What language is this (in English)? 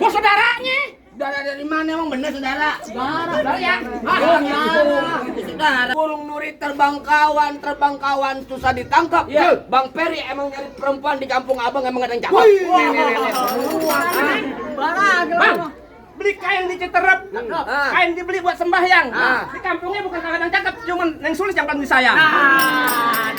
Betawi